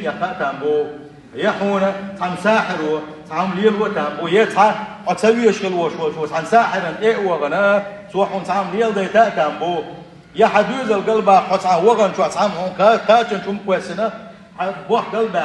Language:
Chechen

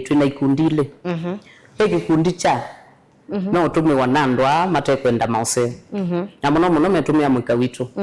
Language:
Kamba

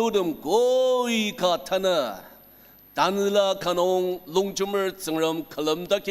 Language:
Ao Naga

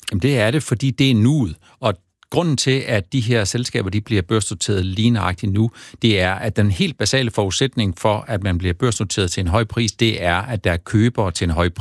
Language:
Danish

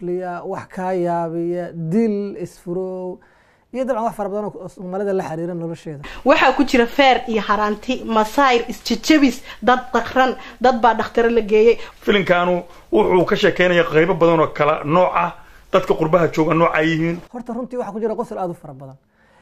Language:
Somali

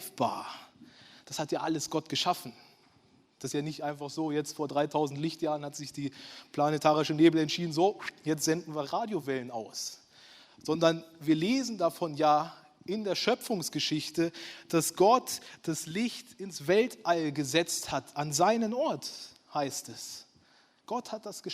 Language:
Swiss German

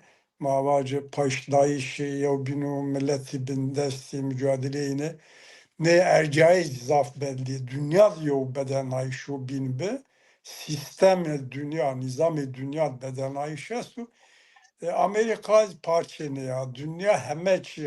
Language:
Zaza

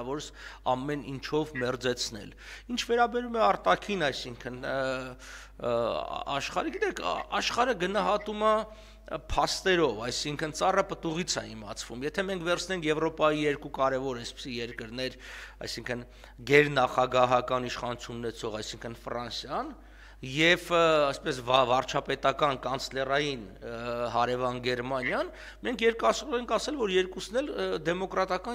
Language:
Armenian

